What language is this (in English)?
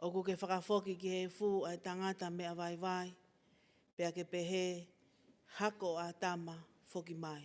Tongan